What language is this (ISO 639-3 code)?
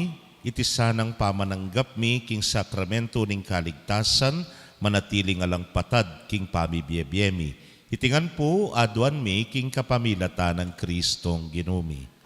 pam